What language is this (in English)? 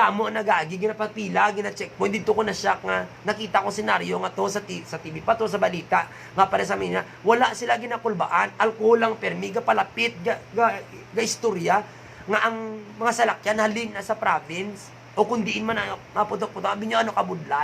Hiligaynon